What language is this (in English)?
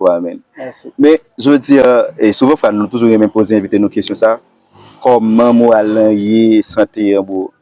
Haitian Creole